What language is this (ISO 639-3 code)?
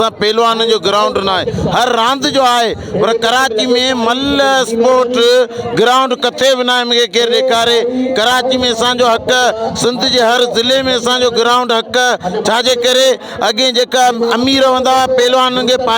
snd